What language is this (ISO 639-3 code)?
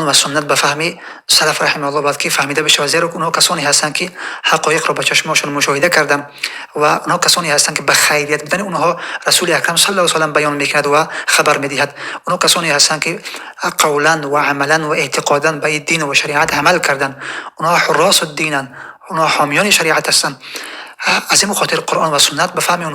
tgk